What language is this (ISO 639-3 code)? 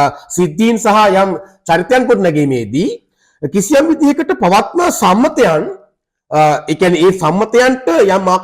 sin